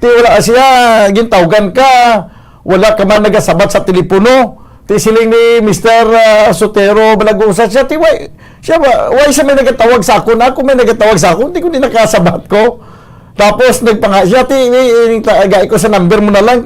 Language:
Hiligaynon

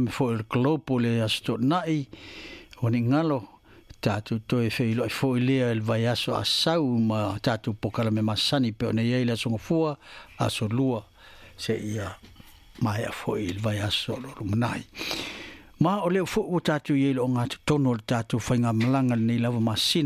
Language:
Samoan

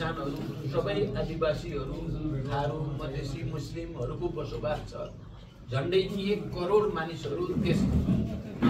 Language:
Nepali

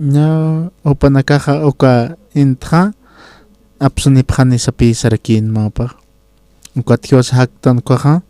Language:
Aymara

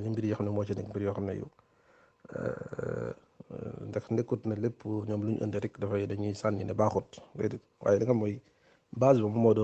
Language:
Wolof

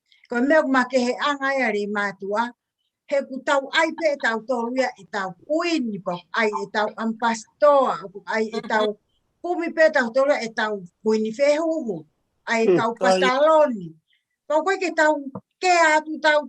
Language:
Tongan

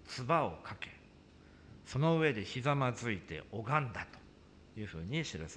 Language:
Japanese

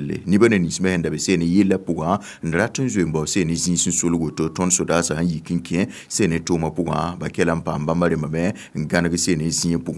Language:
Mossi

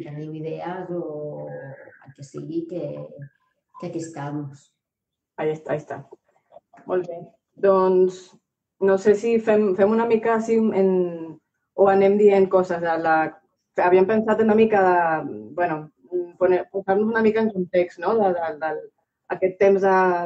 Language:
Catalan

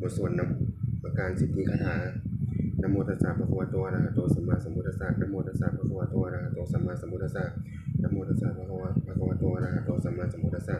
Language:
Pali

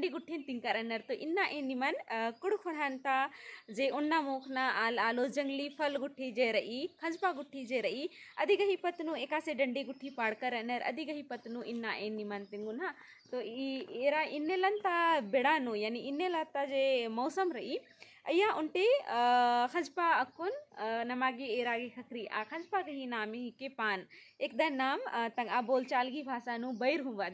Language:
Kurukh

